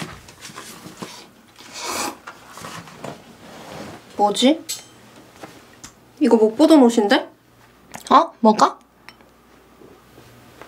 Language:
Korean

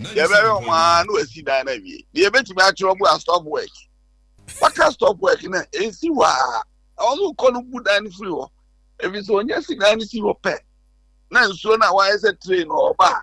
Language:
Akan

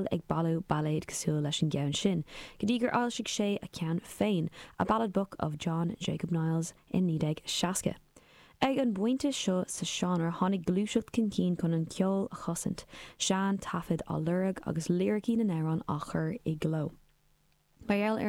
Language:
Irish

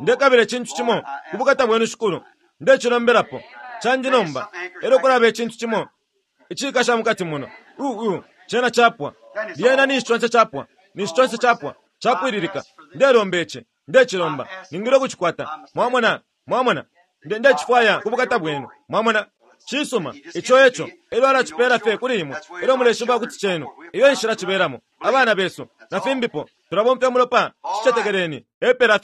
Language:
Bemba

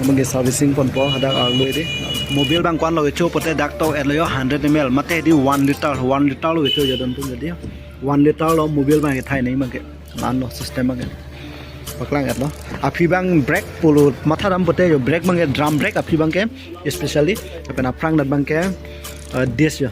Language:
Karbi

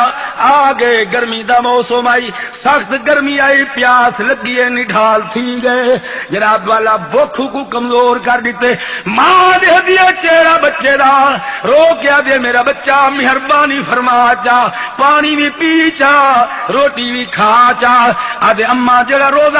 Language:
Saraiki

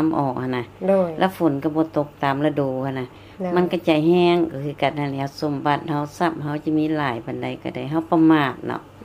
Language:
Lao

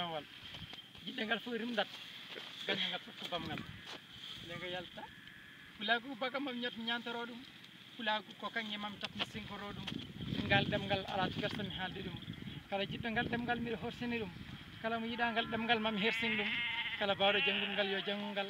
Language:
Fula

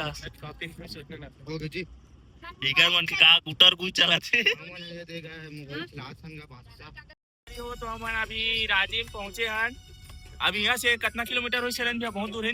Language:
Chhattisgarhi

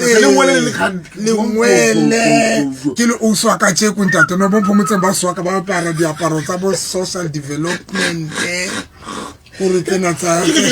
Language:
Southern Sotho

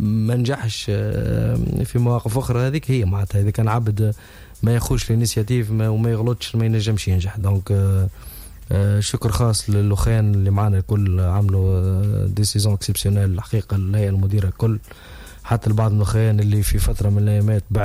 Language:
Tunisian Arabic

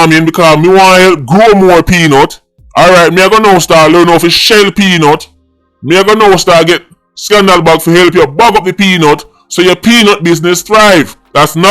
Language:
Jamaican Creole English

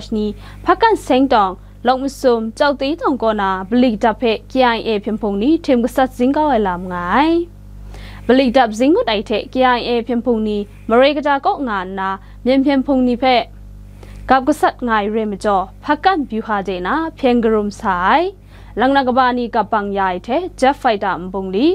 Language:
Kachin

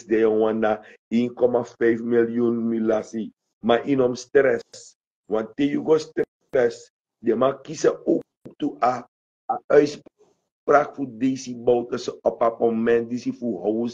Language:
Sranan Tongo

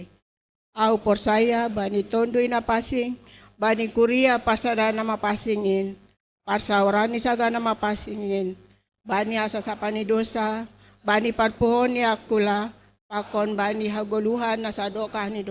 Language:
Batak Simalungun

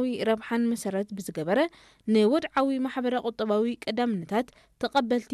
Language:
Tigrinya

